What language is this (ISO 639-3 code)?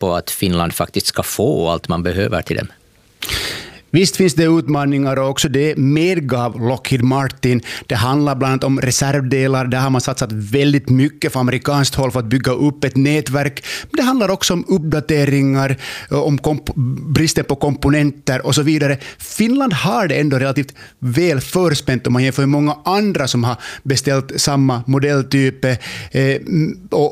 swe